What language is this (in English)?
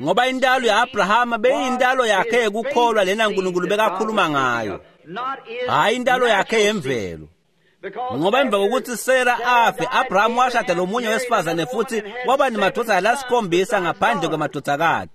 Swati